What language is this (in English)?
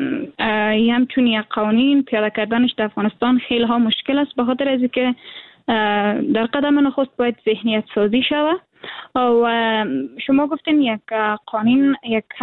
Persian